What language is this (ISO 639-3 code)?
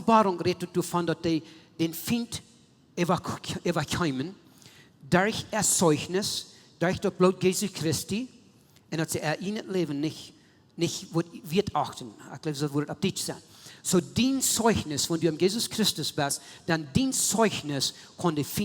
pdt